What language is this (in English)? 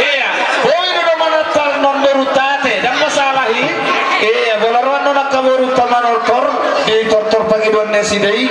Batak Toba